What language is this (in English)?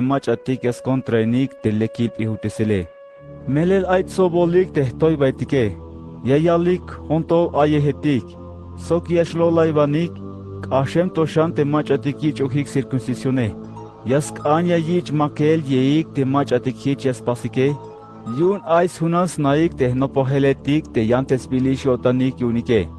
Tzeltal